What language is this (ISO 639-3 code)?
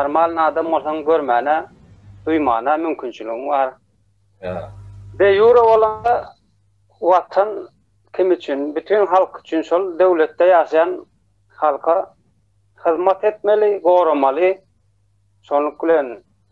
tuk